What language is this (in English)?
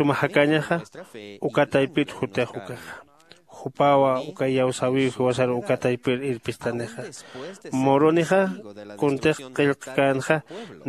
Aymara